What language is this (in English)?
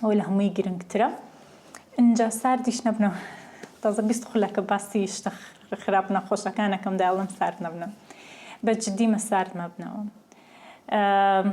Central Kurdish